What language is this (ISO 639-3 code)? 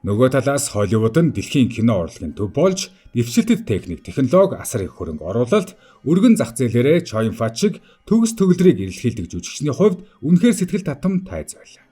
mon